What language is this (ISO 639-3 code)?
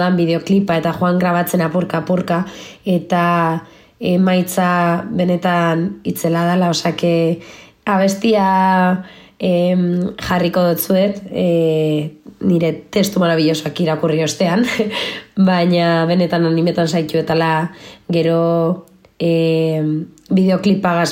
eus